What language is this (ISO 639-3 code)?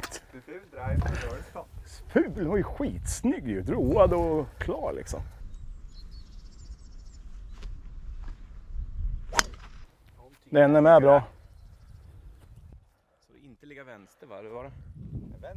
swe